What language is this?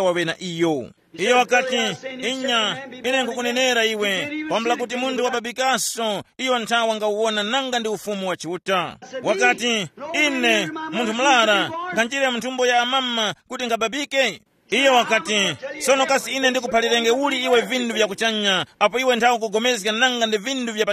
Tumbuka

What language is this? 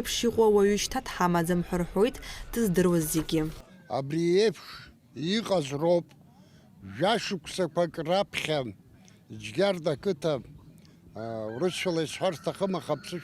Abkhazian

